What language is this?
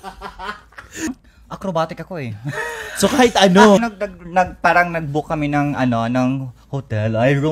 Filipino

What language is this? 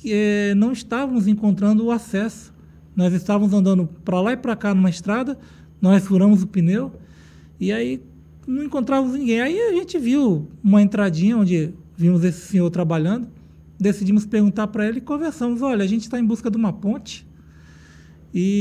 Portuguese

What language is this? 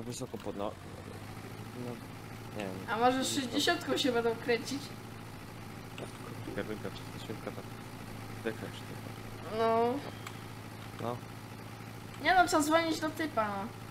Polish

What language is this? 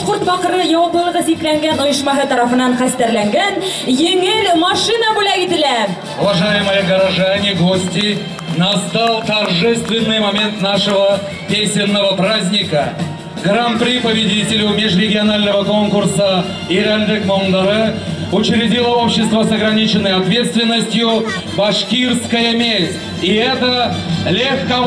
Bashkir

